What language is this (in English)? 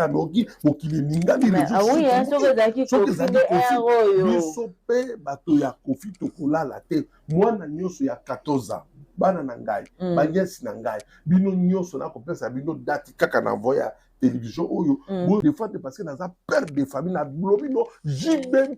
Lingala